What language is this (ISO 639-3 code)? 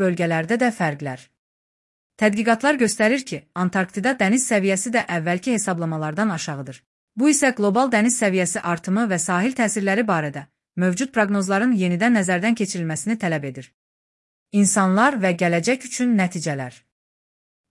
aze